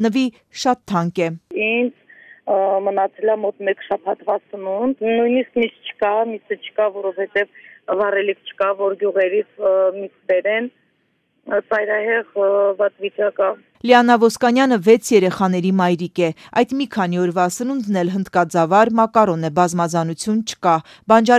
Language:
Armenian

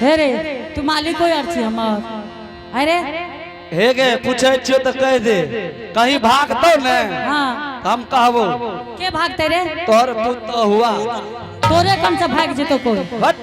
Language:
Angika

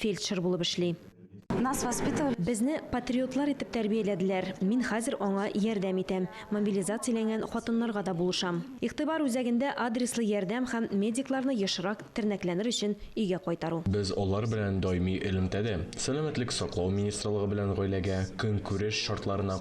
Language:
Tatar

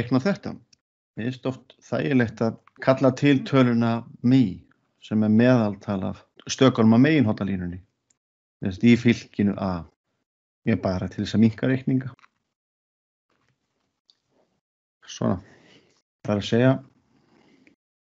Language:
Icelandic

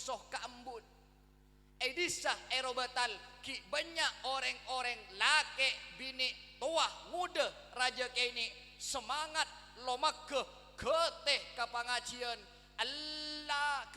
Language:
Madurese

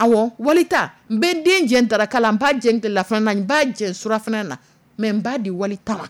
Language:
Dyula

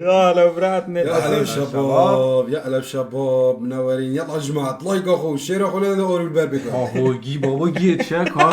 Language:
Kurdish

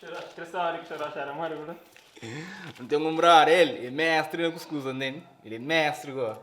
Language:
Kabuverdianu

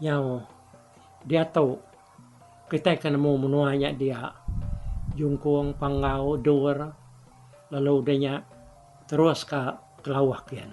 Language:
Iban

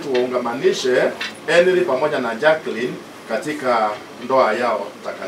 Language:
Swahili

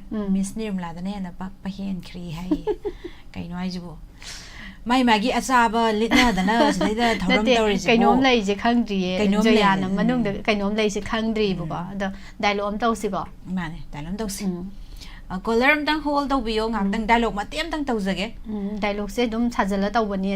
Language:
Manipuri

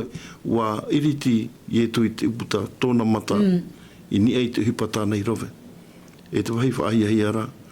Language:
Tahitian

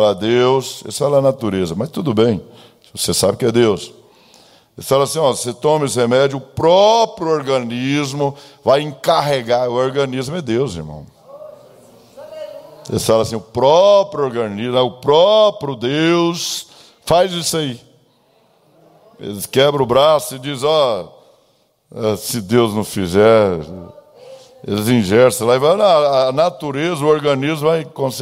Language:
Portuguese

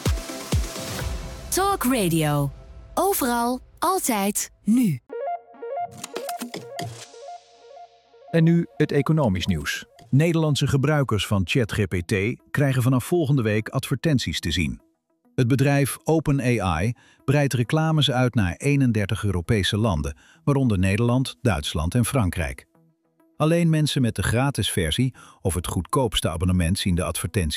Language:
Dutch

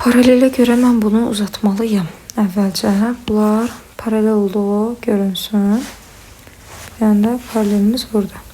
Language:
Azerbaijani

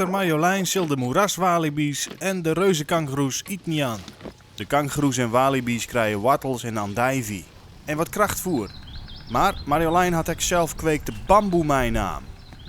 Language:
Western Frisian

